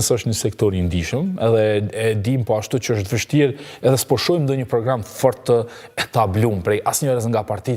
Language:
Albanian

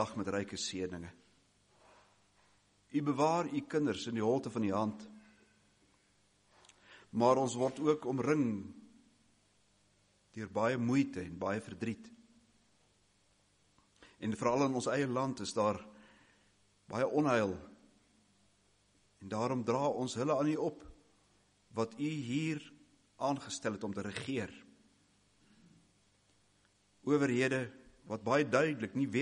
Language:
Afrikaans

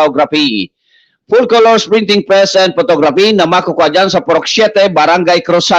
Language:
Bikol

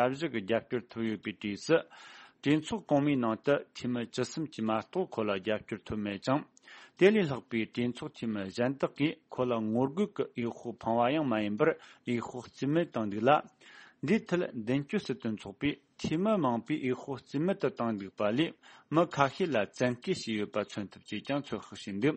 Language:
Tibetan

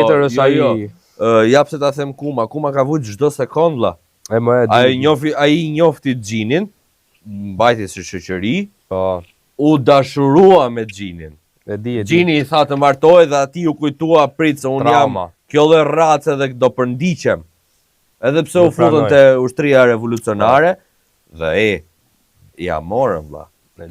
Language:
Albanian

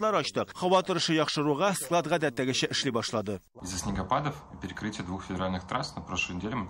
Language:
Tatar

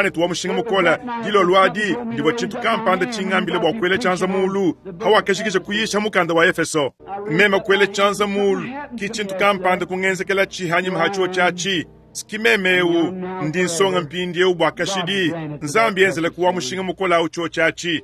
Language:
Luba-Lulua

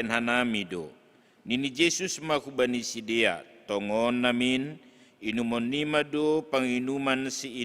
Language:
Batak Simalungun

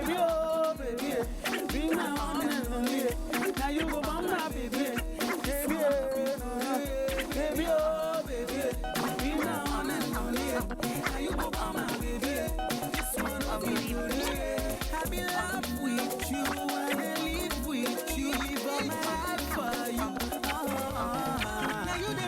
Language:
Nigerian Pidgin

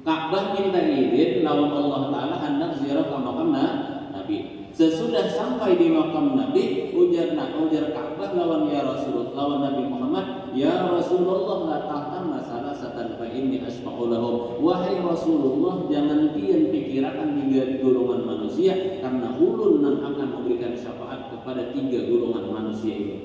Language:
Banjar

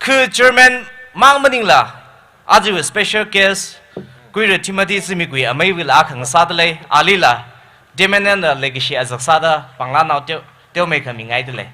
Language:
Tangkhul Naga (India)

